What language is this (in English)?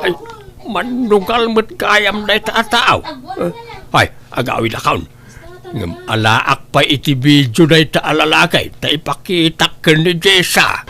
Iloko